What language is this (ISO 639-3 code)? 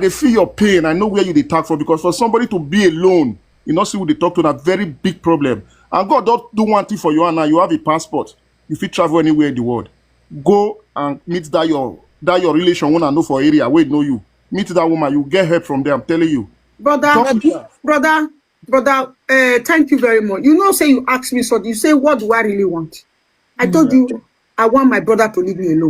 pcm